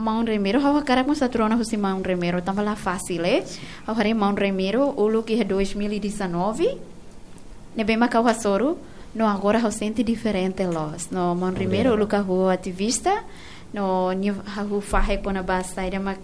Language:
Tetum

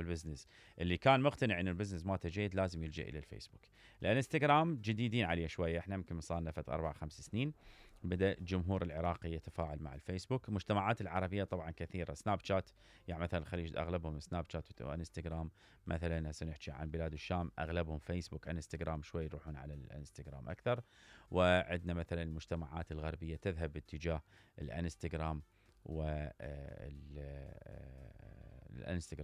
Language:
Mesopotamian Arabic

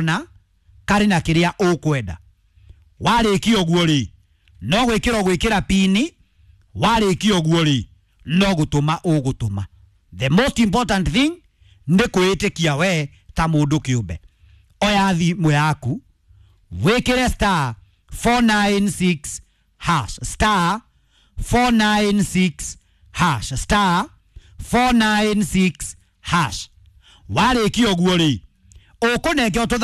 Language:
Kikuyu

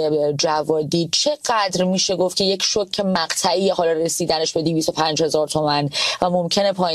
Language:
Persian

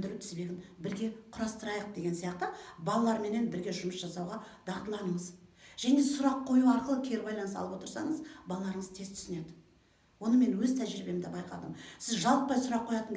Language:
Kazakh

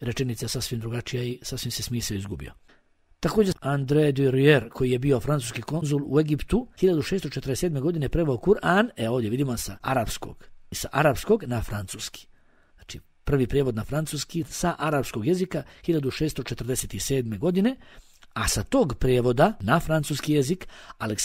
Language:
Bosnian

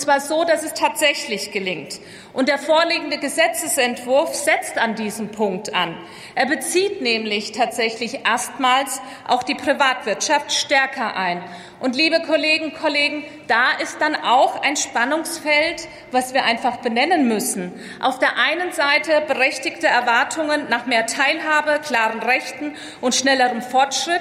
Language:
German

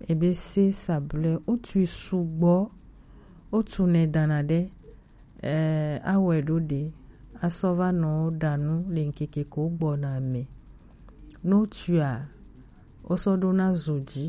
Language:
Gen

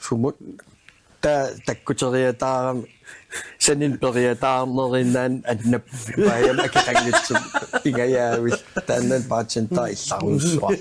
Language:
Kalaallisut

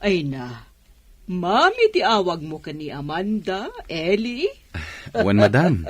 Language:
Iloko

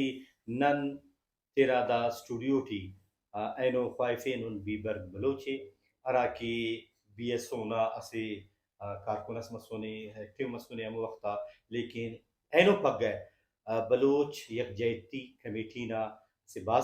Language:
Brahui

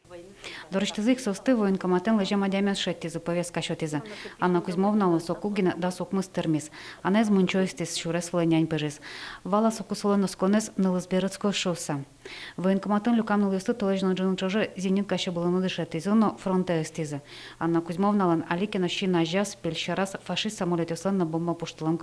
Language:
Udmurt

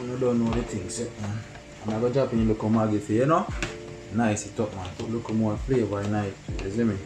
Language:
Jamaican Creole English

